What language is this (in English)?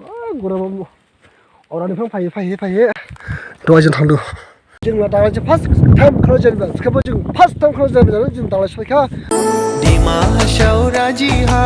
Dimasa